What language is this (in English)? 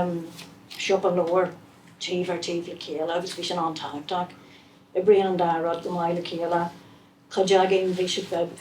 Irish